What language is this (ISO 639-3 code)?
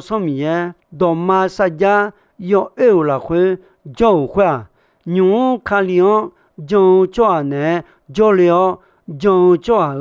ahk